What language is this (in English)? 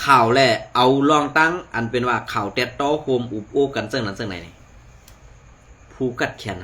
Shan